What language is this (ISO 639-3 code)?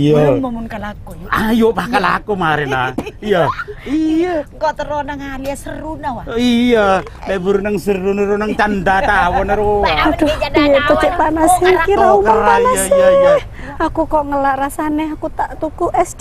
mad